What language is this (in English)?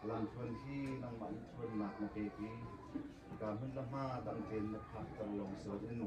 Hakha Chin